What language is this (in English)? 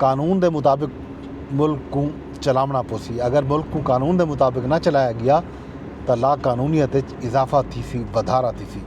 Saraiki